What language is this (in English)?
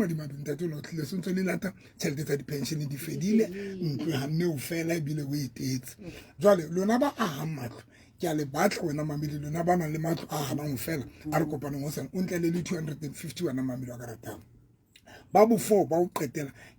Southern Sotho